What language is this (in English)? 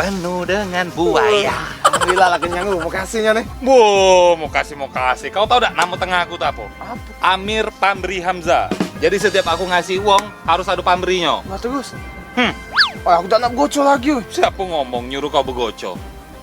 Musi